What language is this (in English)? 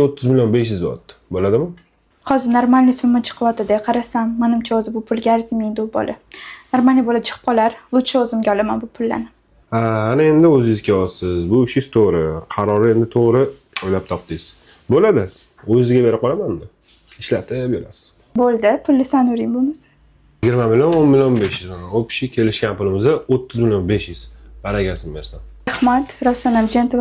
Uzbek